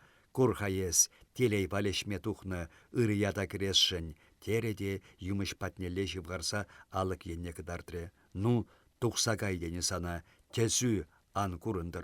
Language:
Chuvash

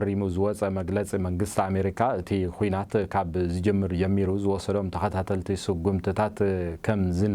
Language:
Tigrinya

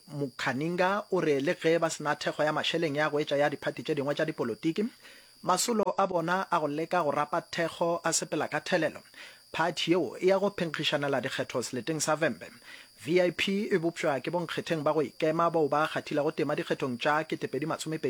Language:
Northern Sotho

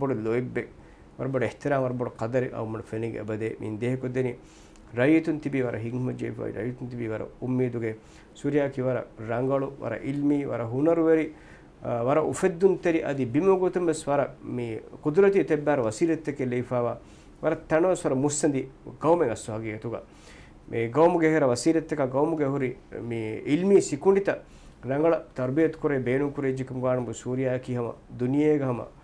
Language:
Divehi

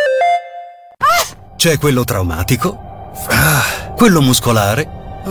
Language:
Italian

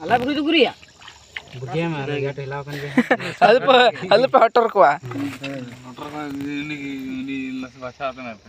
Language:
Santali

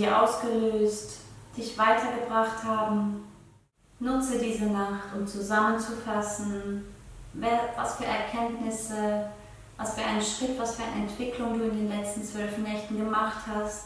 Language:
Swiss German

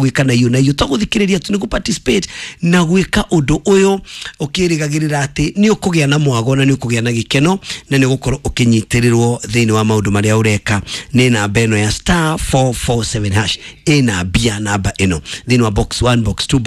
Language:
Kikuyu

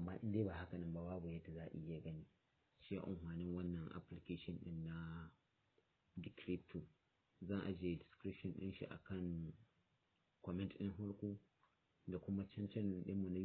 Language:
Hausa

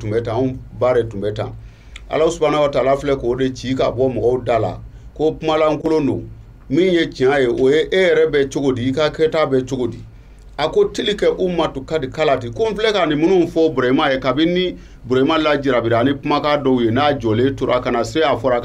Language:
Bambara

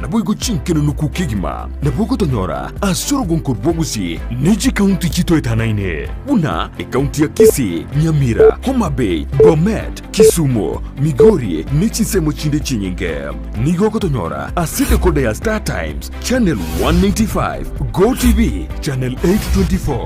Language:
Gusii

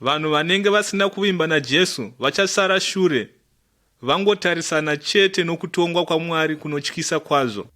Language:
Shona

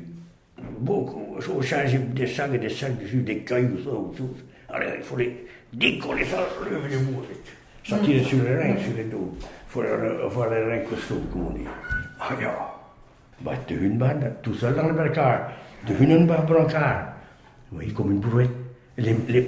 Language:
Breton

